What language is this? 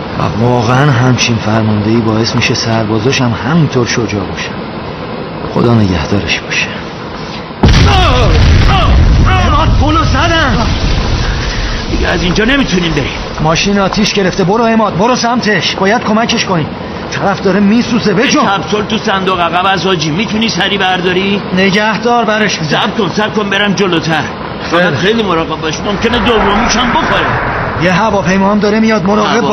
Persian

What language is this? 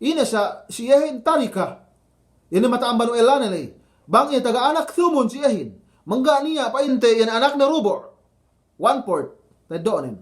Yakan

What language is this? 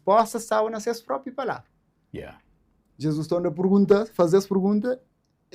Kabuverdianu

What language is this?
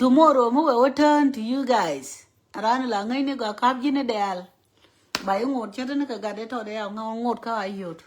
Nuer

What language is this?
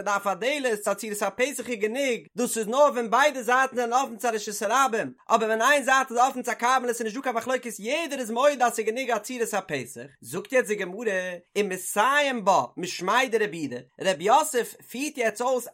Yiddish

